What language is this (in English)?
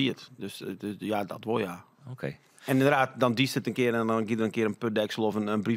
Western Frisian